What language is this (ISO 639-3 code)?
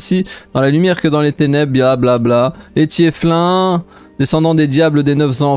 fra